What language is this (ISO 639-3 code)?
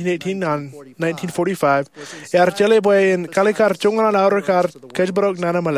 mah